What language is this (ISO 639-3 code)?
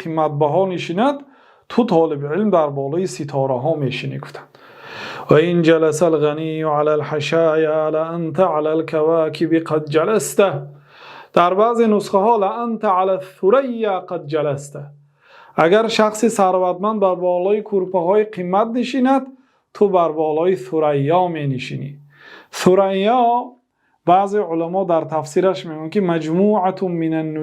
tgk